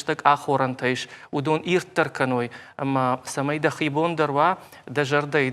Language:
Ossetic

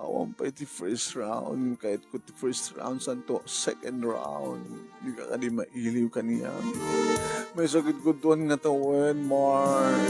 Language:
Iloko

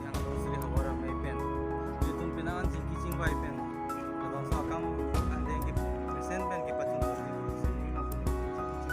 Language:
Karbi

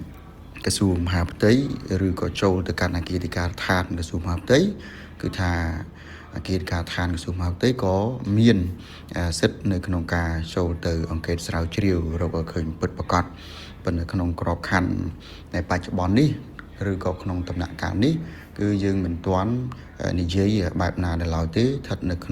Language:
Khmer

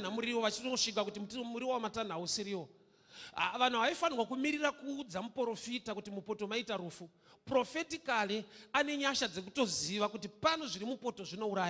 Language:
Shona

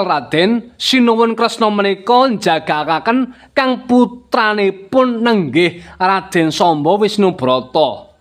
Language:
Javanese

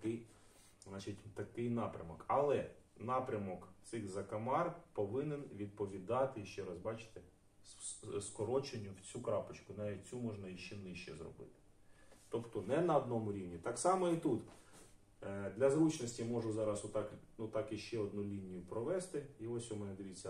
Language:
Ukrainian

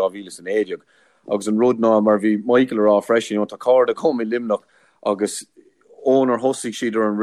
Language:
Irish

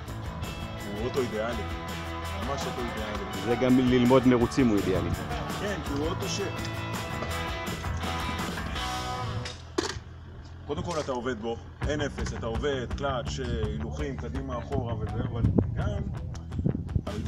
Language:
Hebrew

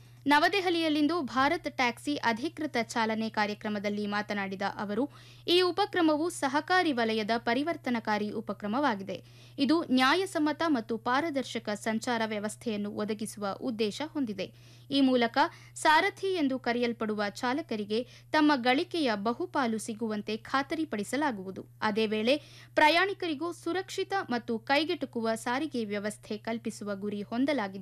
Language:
Kannada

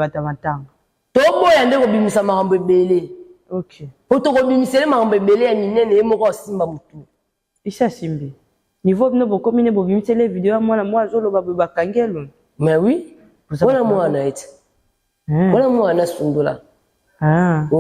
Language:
Lingala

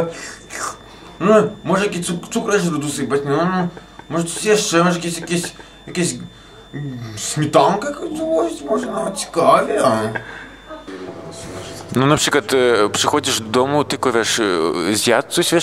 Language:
Polish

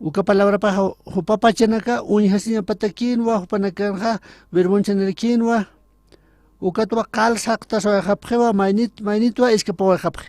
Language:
Aymara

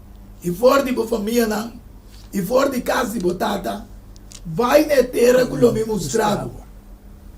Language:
Papiamento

